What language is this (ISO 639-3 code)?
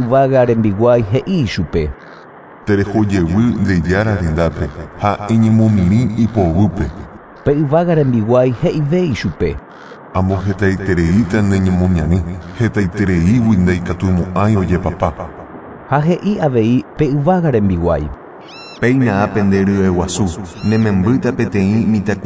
grn